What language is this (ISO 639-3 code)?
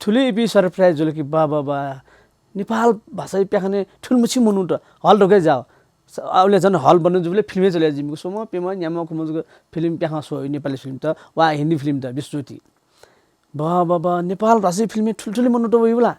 new